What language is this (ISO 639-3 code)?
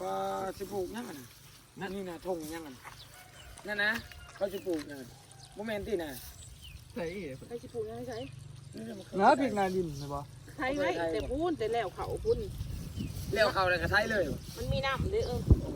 lao